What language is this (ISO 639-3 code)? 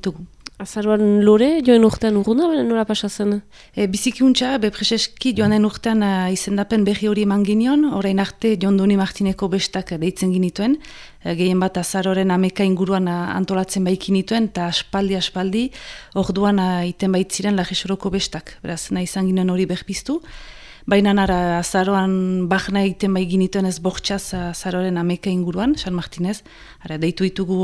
eus